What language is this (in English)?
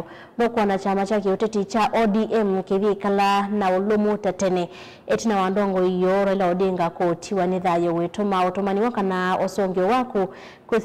Kamba